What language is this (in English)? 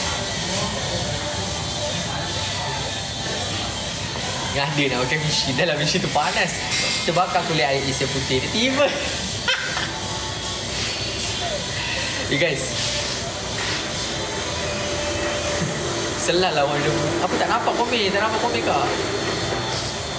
Malay